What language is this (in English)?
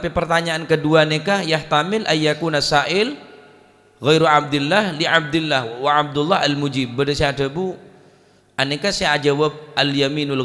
Madurese